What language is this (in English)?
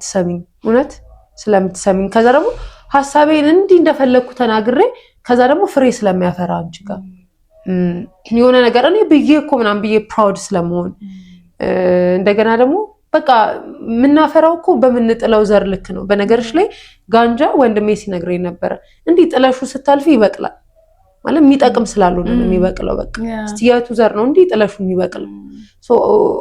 Amharic